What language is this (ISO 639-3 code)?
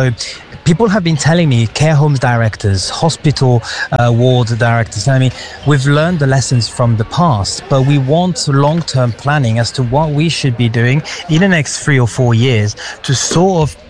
eng